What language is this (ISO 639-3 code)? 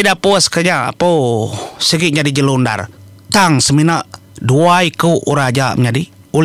iba